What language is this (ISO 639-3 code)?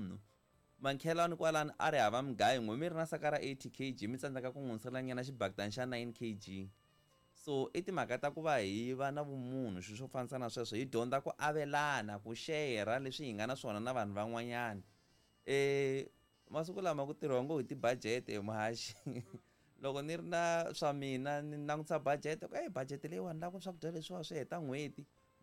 tso